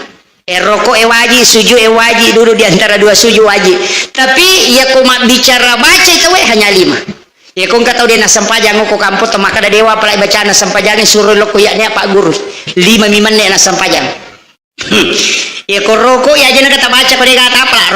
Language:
Buginese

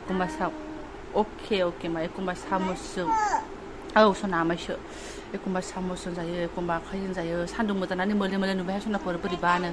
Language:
Bodo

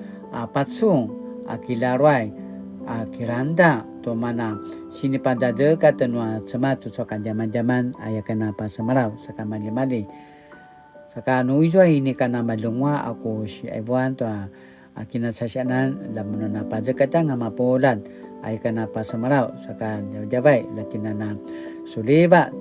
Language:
Paiwan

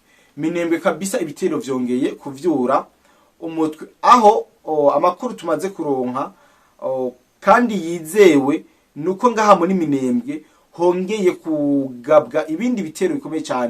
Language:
Rundi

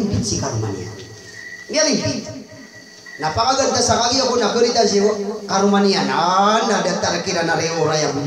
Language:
Maranao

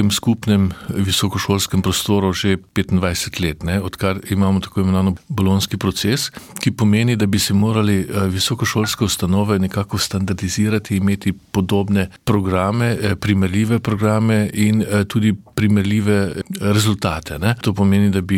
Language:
Slovenian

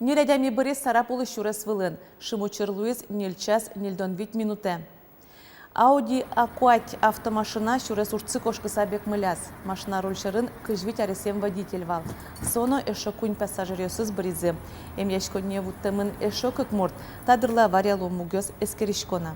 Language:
Udmurt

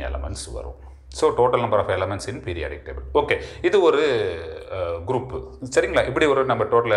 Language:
Tamil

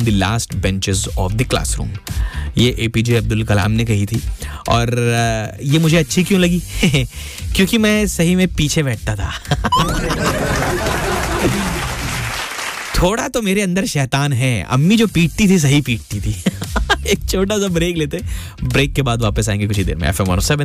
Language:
Hindi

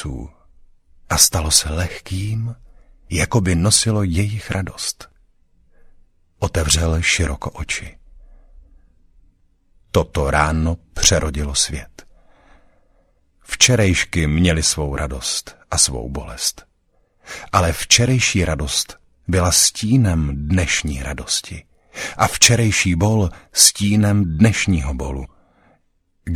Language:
Czech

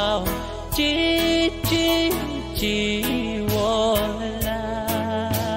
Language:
Pohnpeian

